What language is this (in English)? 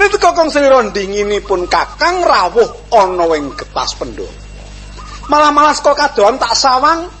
Javanese